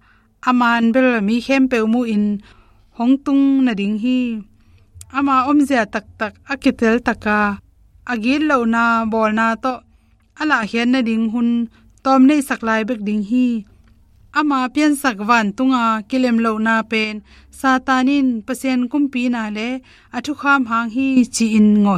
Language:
Tedim Chin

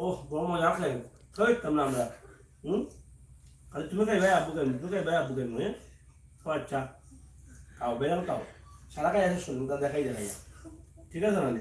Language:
Sylheti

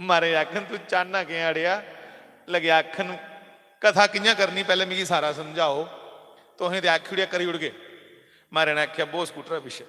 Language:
Dogri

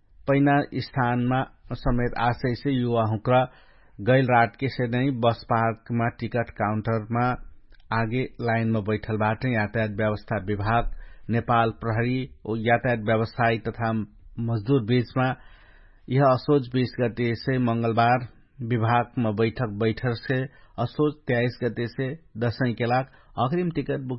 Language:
Dangaura Tharu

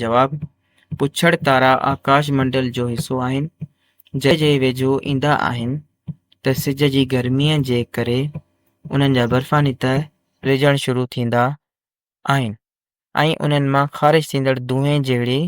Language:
Sindhi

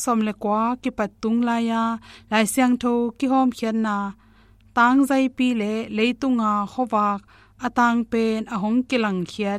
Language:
Tedim Chin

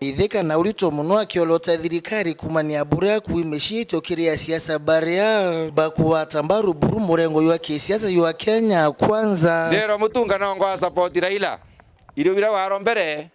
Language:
Meru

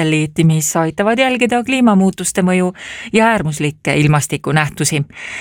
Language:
Estonian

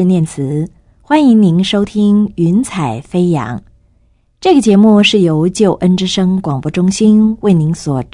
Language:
Chinese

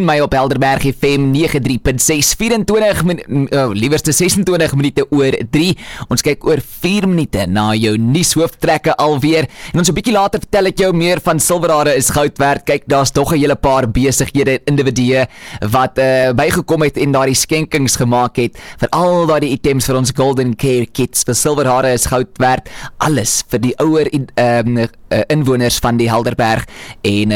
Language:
Afrikaans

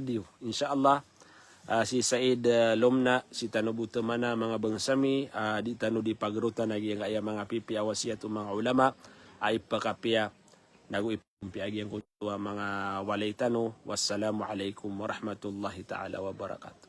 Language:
Maranao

